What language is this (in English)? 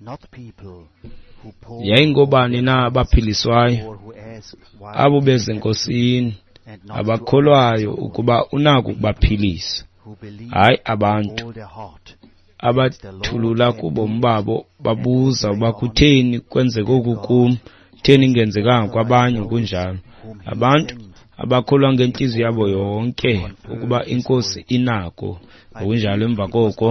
Xhosa